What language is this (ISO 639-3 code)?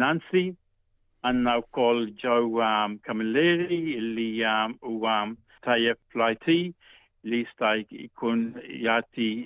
mlt